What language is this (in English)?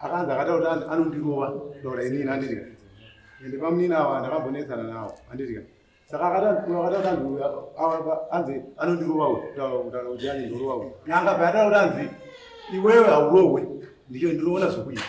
Shona